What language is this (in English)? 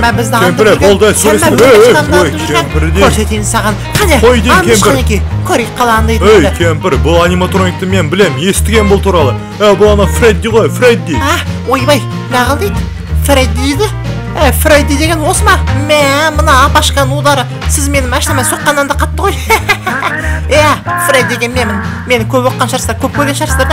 Kazakh